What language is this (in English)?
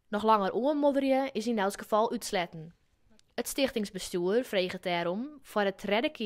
Western Frisian